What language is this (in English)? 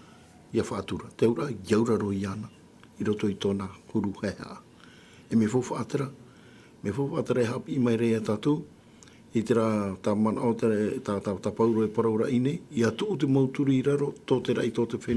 Tahitian